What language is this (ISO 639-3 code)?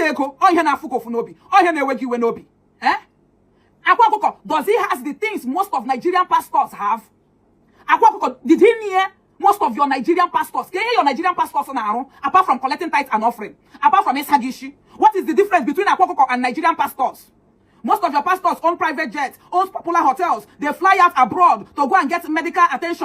ibo